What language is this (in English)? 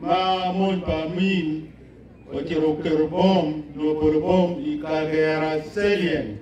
Acoli